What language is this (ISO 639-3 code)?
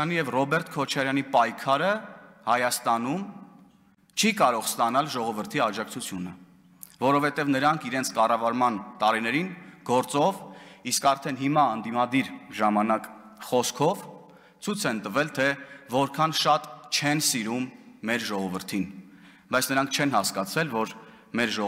hye